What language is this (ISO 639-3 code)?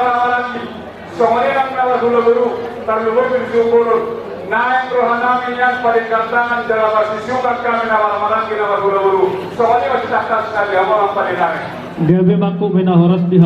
bbc